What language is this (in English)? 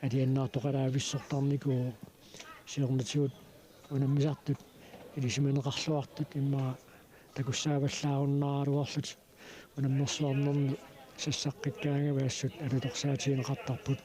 Kalaallisut